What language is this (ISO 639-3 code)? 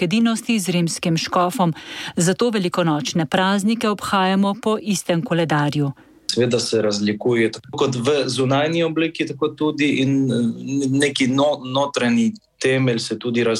slv